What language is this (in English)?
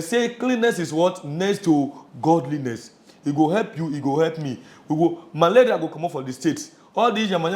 Nigerian Pidgin